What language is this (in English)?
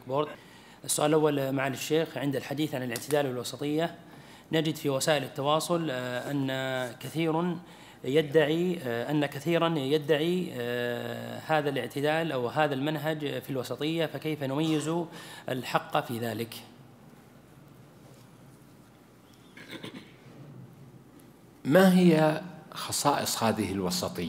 Arabic